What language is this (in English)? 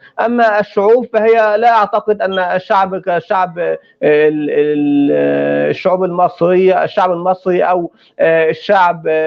North Levantine Arabic